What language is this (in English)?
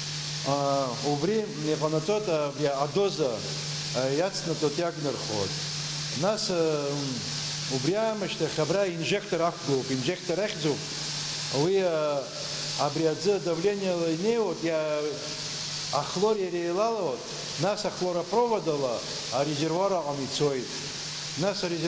Abkhazian